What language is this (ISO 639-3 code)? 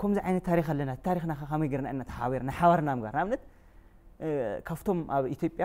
tir